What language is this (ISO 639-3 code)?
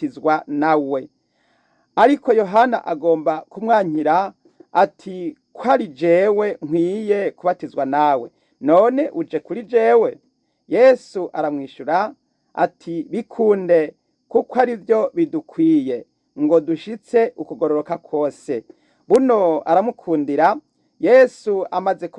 run